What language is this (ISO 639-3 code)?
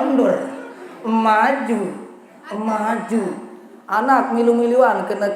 sas